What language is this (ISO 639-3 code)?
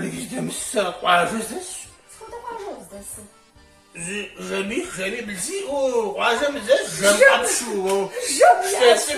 kbd